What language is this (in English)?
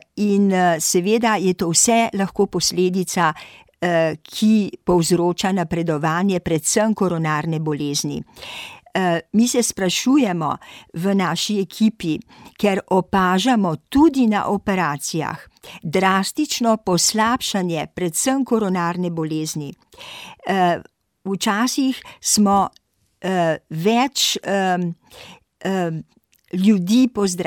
Slovenian